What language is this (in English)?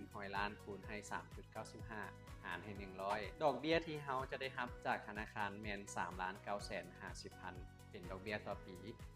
Lao